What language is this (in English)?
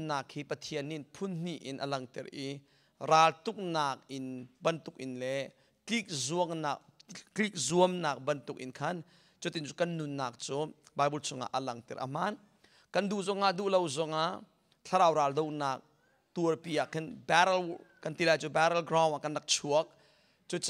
Hakha Chin